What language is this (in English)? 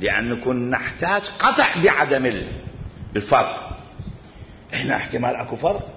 Mesopotamian Arabic